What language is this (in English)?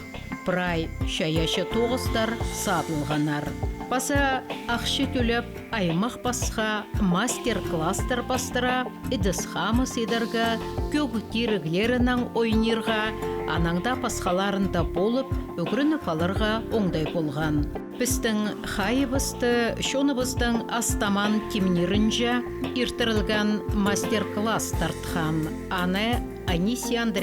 Khakas